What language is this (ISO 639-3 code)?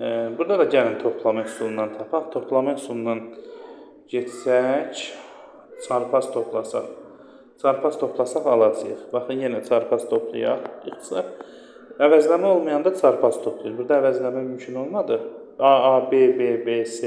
aze